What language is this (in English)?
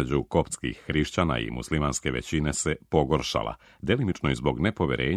Serbian